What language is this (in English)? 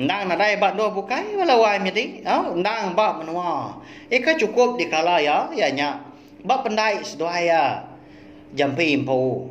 Iban